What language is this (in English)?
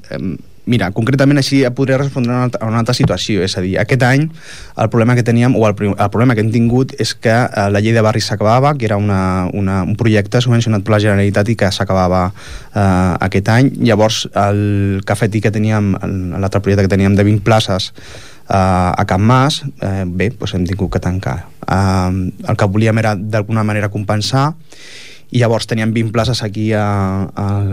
Catalan